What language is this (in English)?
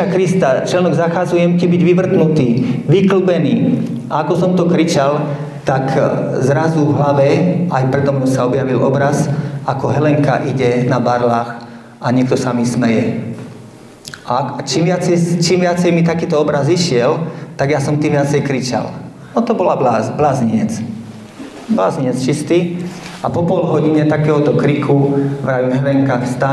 Slovak